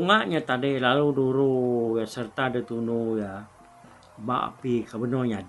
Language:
Iban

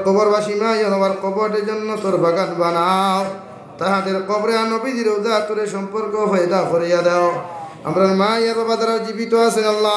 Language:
Sylheti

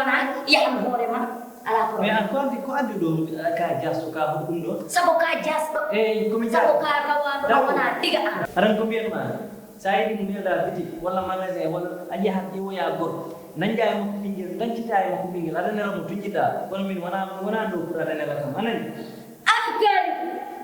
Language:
Fula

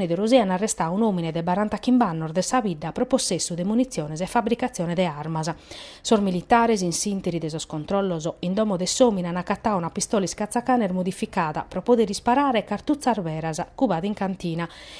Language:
Sardinian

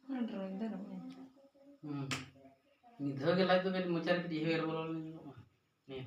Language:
Santali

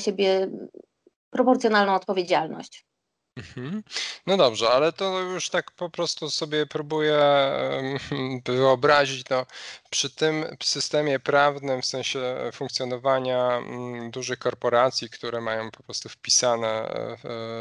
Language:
Polish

